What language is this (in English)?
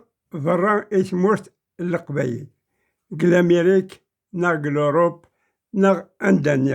Kabyle